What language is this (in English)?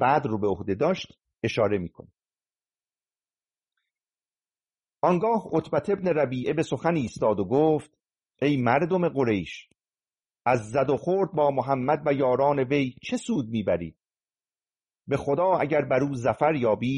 Persian